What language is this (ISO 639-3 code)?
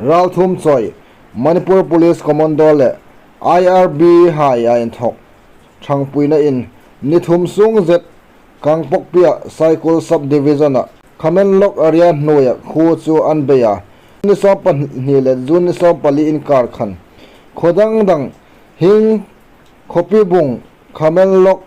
hmr